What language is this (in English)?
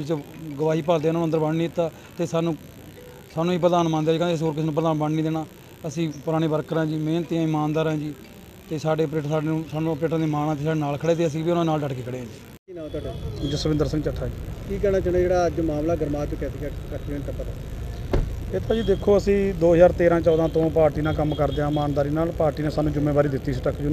Punjabi